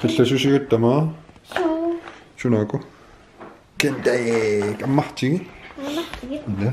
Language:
Kalaallisut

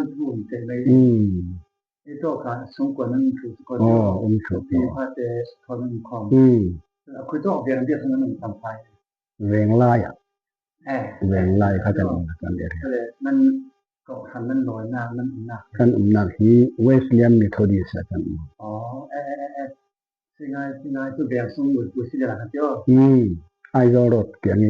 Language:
Falam Chin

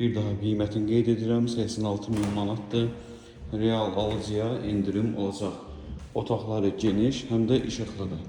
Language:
Azerbaijani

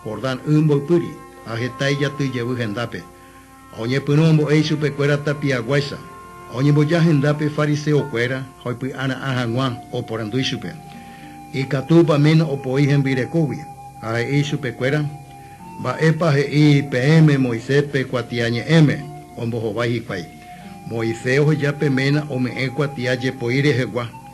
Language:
Guarani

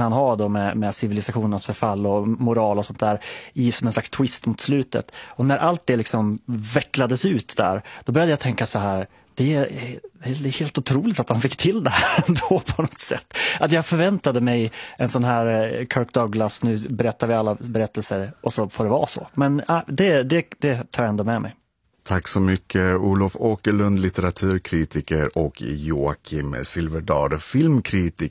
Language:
Swedish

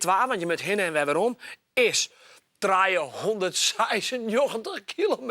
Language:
Western Frisian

